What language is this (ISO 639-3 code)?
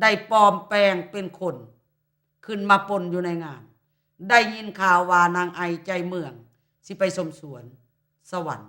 lao